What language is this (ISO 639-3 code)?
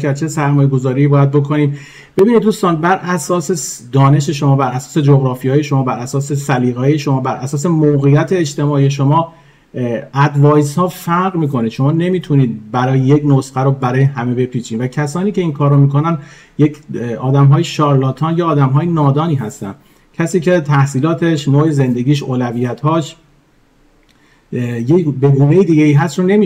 fas